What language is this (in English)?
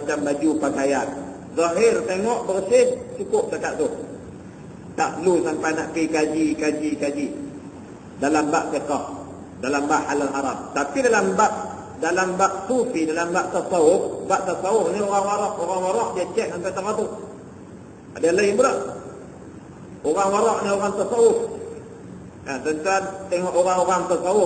Malay